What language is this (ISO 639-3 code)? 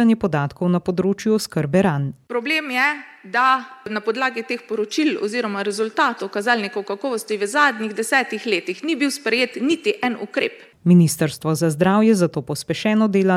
slv